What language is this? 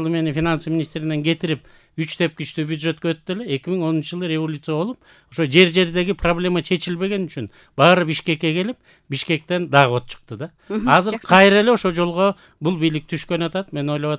Kyrgyz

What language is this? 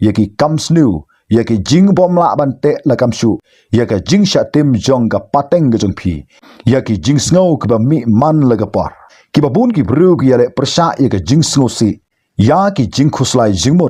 Khasi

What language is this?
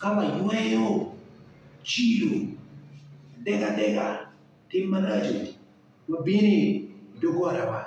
Acoli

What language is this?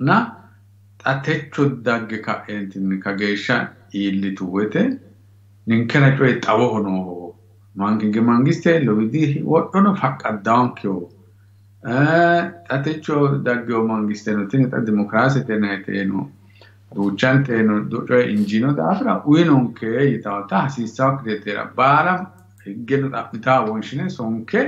Sidamo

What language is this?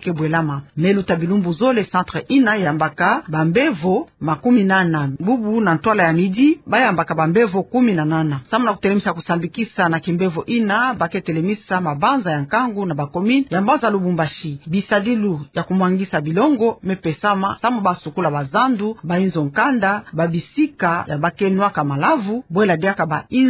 Kituba (Democratic Republic of Congo)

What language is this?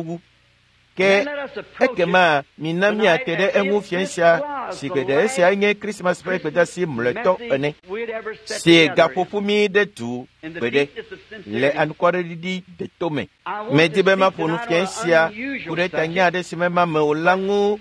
Ewe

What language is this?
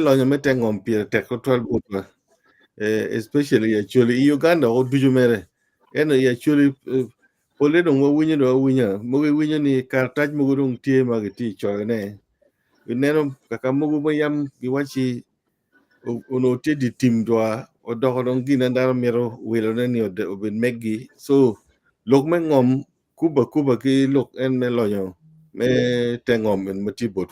Acoli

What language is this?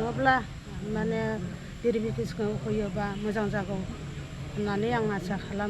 Bodo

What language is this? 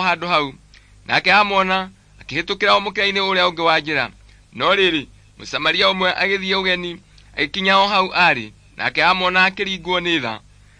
Kikuyu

